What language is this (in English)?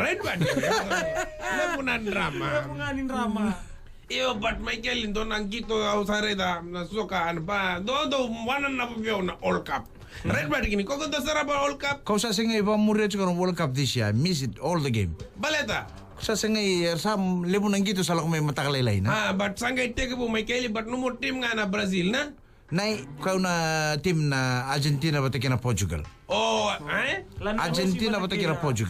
Fijian